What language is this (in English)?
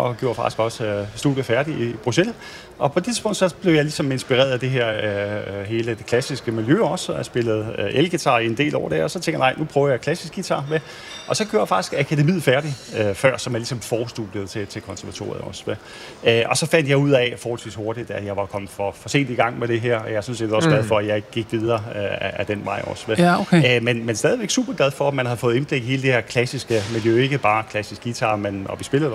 Danish